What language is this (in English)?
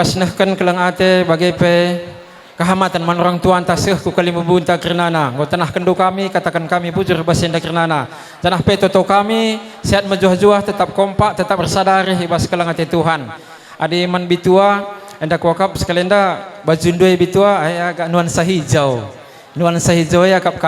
Batak Karo